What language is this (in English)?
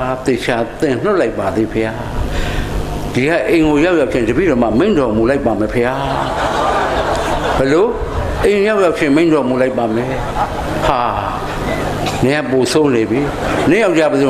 Burmese